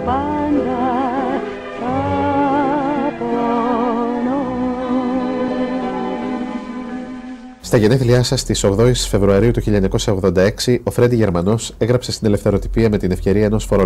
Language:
Greek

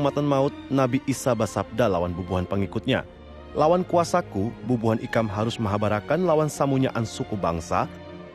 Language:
Banjar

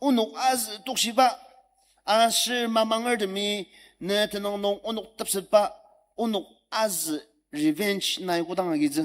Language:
Ao Naga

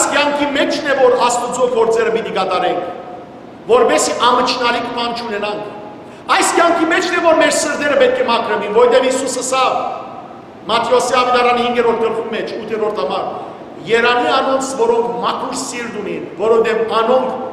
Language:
Western Armenian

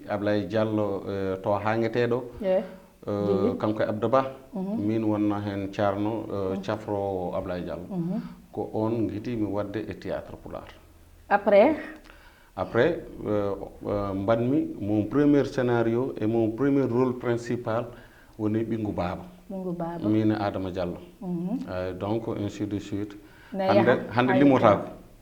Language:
Fula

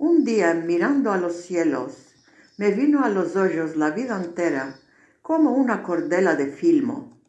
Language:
Ladino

